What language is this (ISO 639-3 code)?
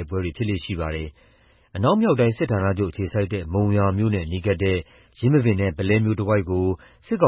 mya